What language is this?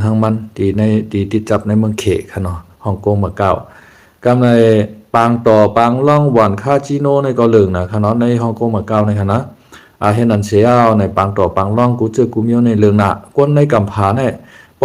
Shan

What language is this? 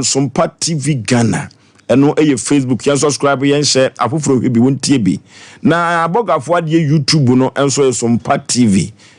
Akan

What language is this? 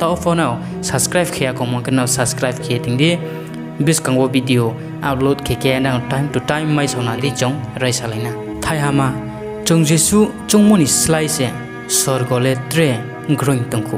Riang (India)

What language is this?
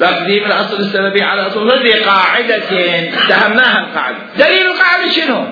Mesopotamian Arabic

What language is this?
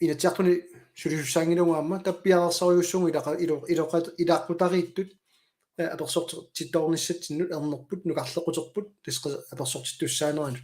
Kalaallisut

